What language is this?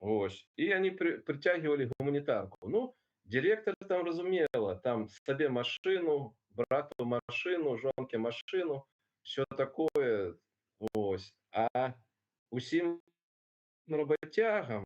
Belarusian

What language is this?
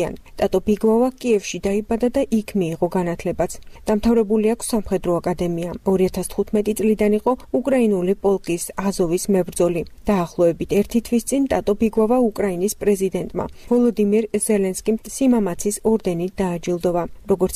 Georgian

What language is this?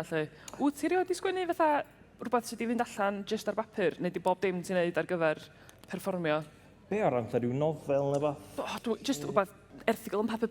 Welsh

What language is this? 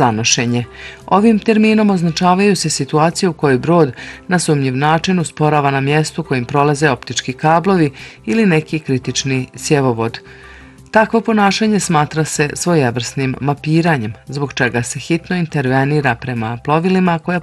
Bosnian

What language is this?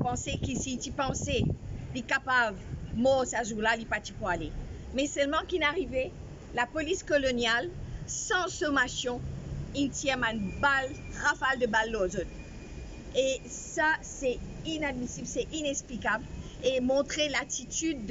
Morisyen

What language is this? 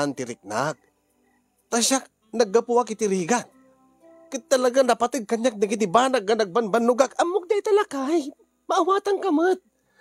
Iloko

